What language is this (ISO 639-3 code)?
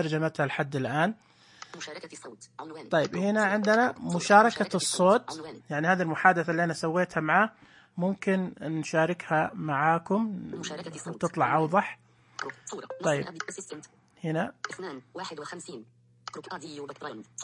ars